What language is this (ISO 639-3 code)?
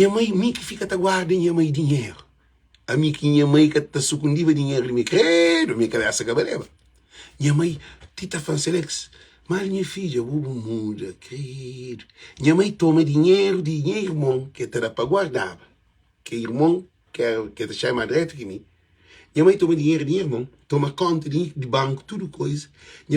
kea